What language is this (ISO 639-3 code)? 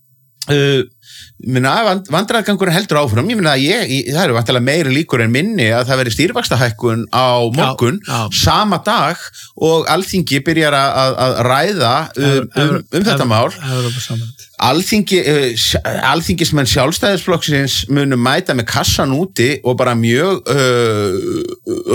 isl